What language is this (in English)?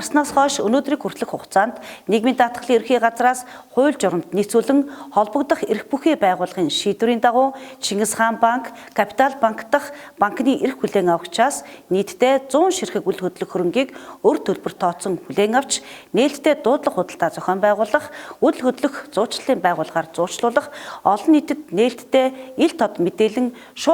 Mongolian